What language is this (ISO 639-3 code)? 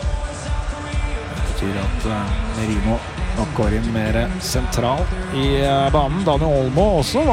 nor